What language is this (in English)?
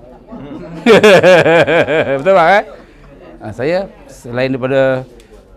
Malay